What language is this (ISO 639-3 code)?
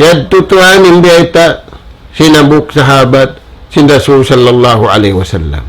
tsg